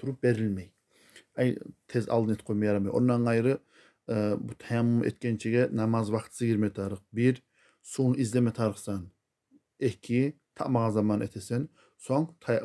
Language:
Kumyk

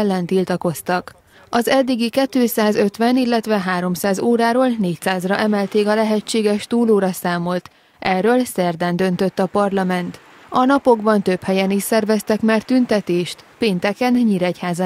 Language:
Hungarian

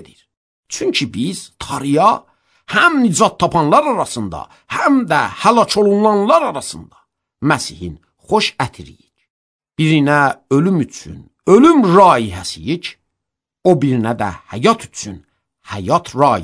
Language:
Azerbaijani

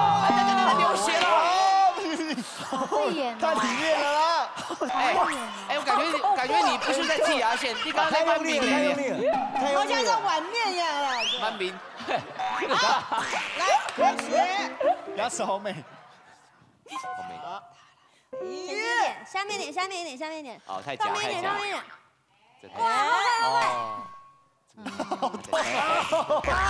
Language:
Chinese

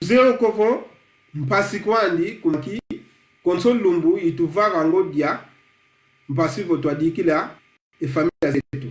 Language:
Kongo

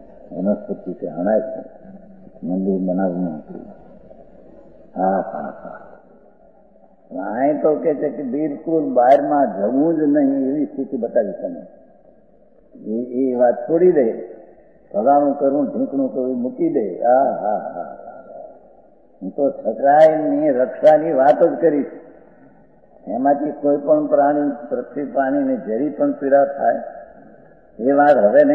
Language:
Gujarati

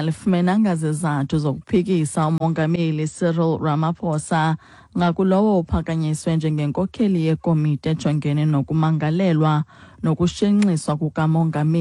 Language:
Xhosa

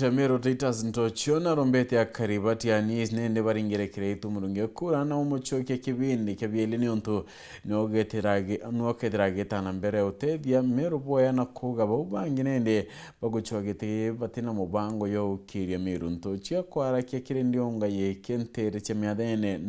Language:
Meru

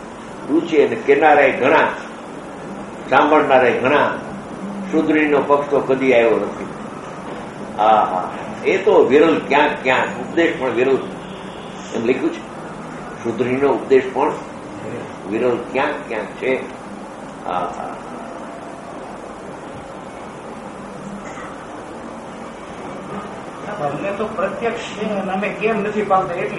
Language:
Gujarati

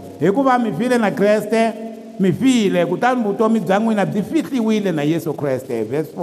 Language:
Tsonga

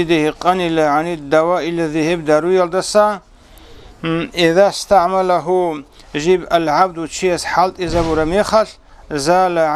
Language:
Avaric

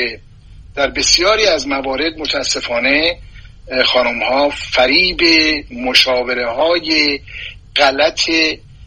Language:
Persian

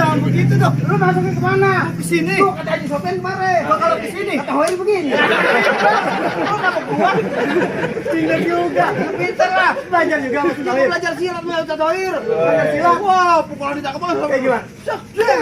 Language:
Betawi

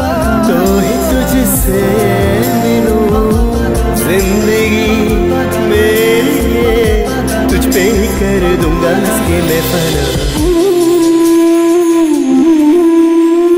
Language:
Hindi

